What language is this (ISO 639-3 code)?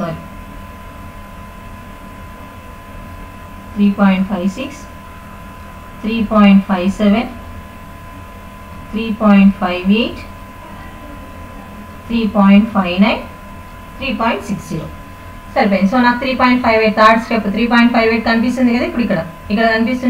tel